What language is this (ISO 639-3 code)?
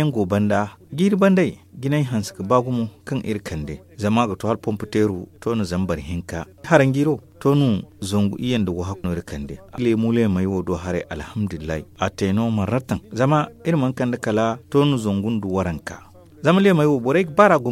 dje